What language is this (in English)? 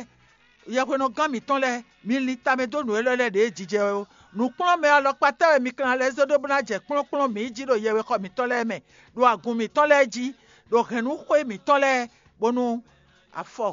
Fon